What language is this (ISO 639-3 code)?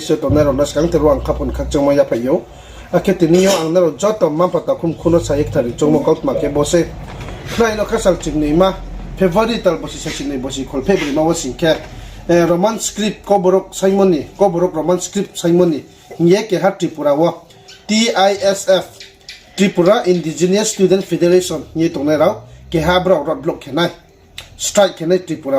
ria